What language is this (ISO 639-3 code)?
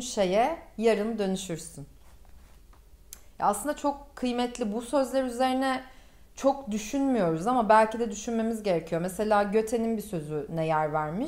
tur